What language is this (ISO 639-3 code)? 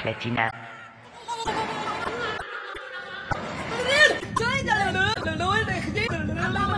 apc